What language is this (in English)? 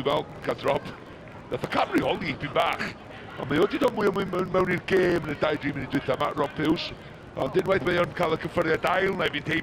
Welsh